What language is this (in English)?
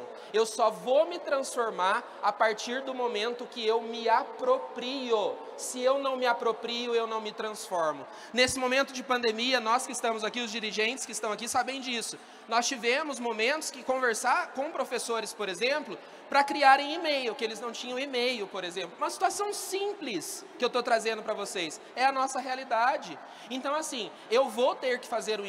Portuguese